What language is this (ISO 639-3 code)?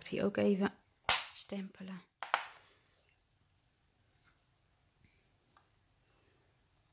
nld